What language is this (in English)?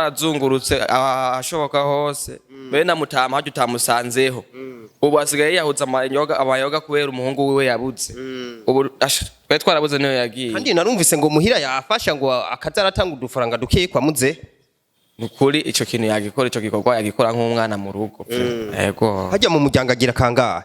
Rundi